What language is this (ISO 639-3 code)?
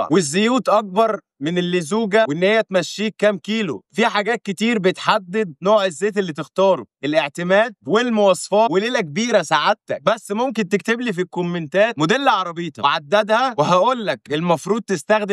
arz